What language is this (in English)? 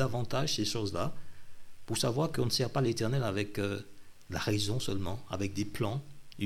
French